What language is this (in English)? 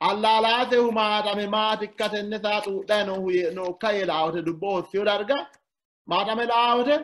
Sidamo